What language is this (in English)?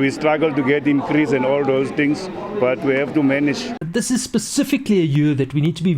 Venda